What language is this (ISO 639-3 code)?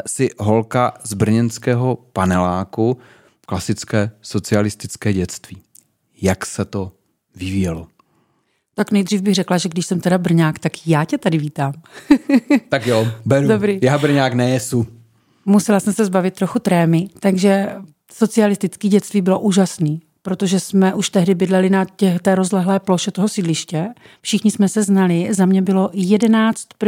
ces